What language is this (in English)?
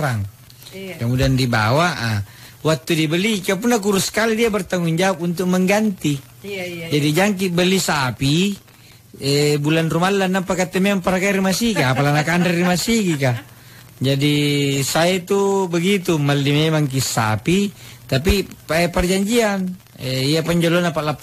Makasar